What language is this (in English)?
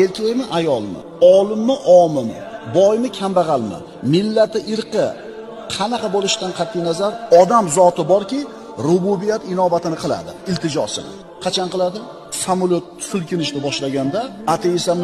Uzbek